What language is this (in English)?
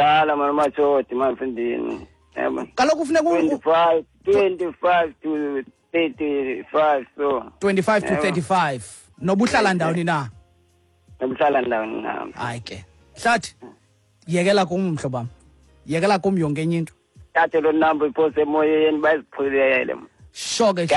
Xhosa